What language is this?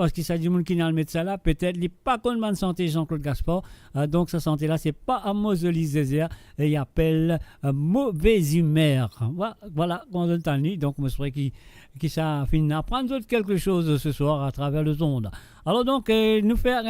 Morisyen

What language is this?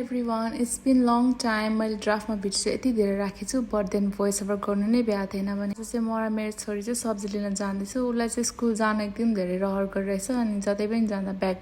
Nepali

